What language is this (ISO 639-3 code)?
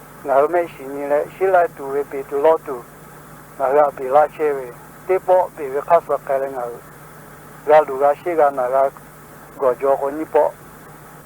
lhu